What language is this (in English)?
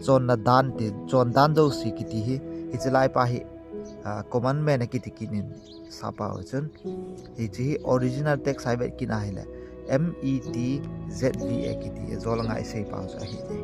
Thado Chin